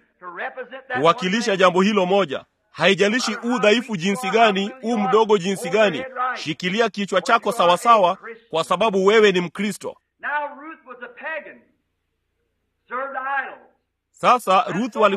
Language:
Swahili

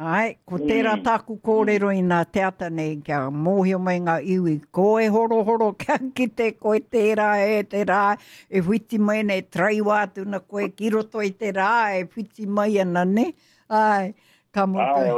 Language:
Māori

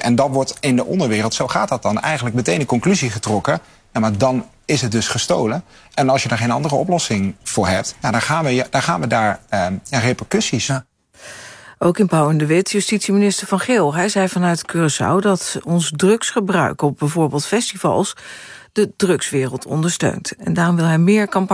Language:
Dutch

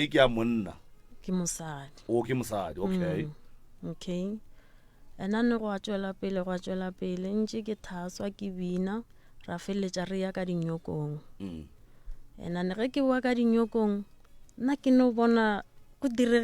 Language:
Northern Sotho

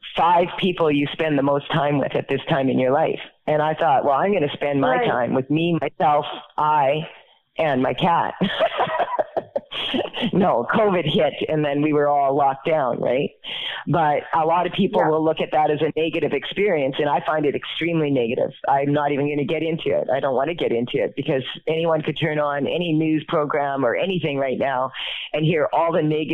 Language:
English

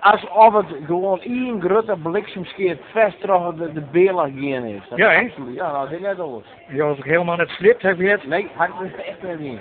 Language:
Western Frisian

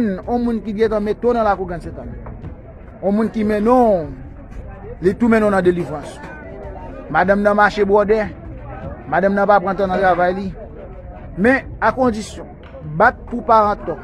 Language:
Haitian Creole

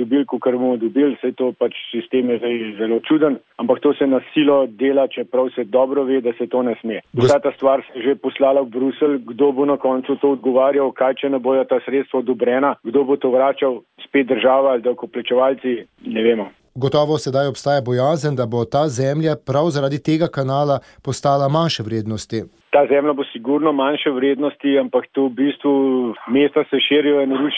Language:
Slovenian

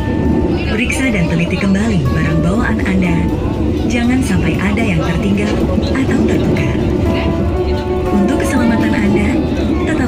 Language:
Indonesian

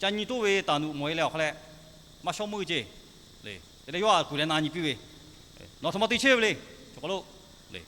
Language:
Lahu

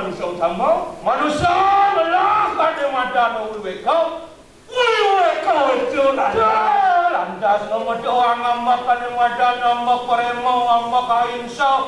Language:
Balinese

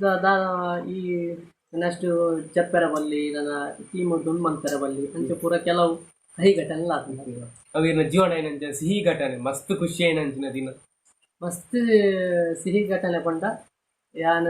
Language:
Tulu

